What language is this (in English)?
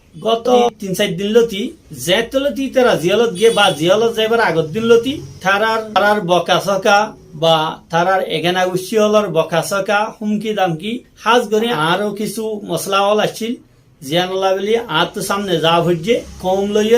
Rohingya